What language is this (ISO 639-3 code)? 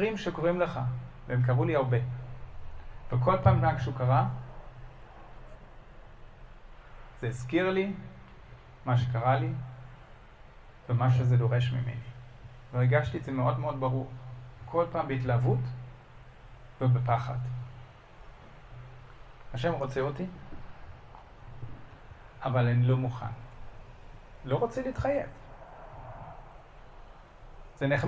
heb